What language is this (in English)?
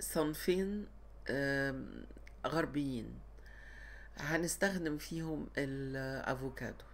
Egyptian Arabic